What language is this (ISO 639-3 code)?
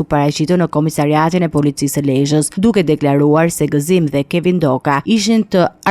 sqi